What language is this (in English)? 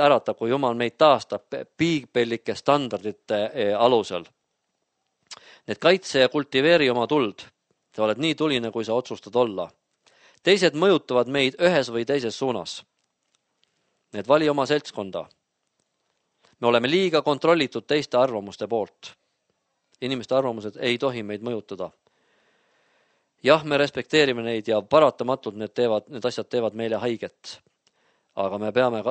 Estonian